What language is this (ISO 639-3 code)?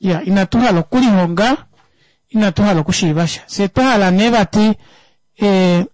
kua